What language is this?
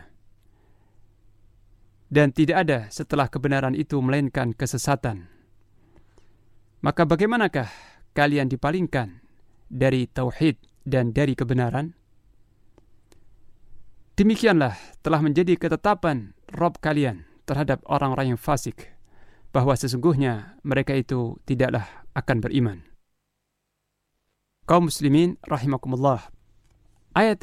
Indonesian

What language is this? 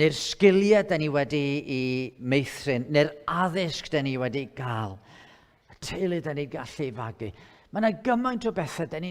Welsh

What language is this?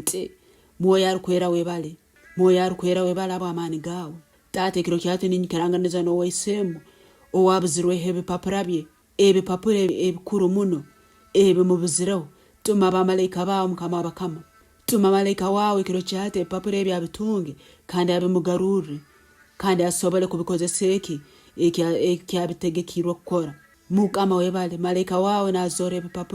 Nyankole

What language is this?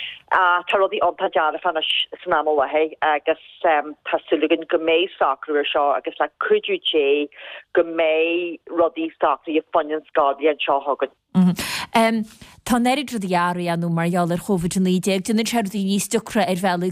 Irish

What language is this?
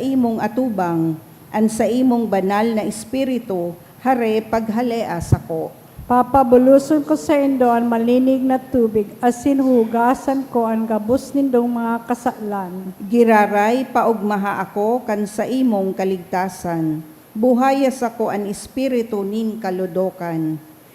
Bikol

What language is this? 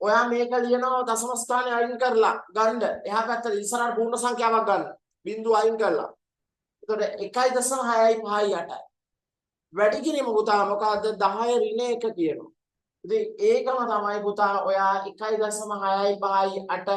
Sinhala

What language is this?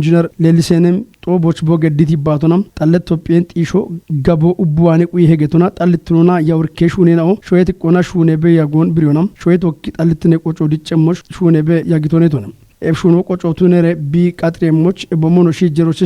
Kafa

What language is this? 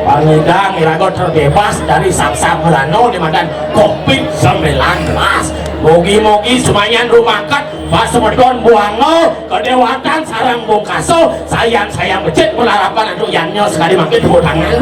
Balinese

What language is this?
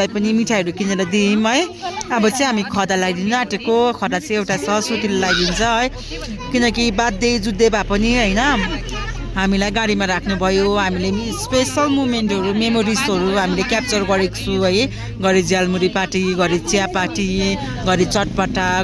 Nepali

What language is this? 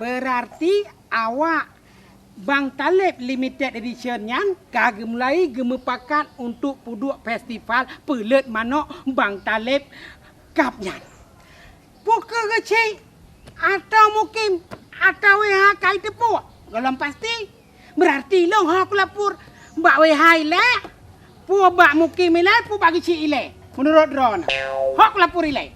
Achinese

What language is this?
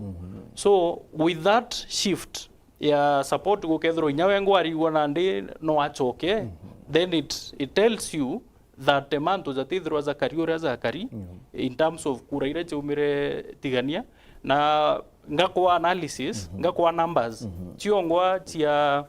Meru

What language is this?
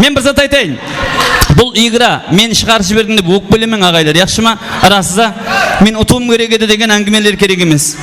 Kara-Kalpak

